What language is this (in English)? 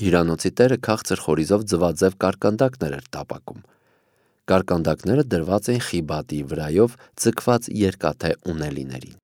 Armenian